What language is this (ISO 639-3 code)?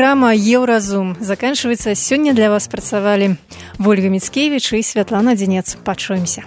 bel